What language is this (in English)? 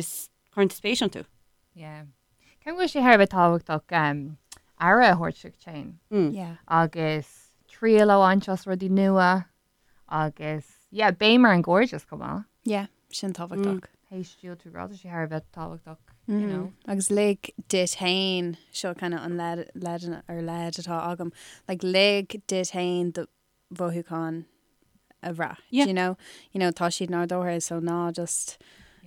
Irish